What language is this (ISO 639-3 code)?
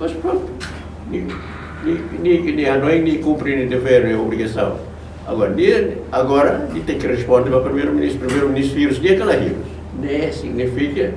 tet